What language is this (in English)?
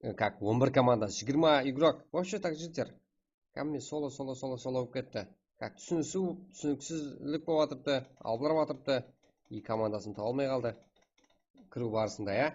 Kara-Kalpak